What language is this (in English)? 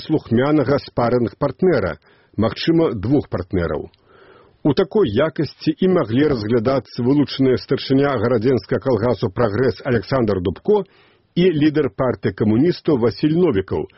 Belarusian